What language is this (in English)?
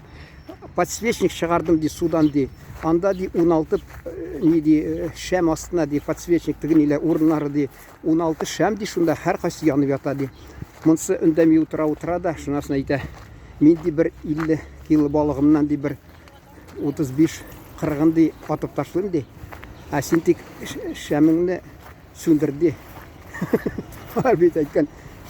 Tatar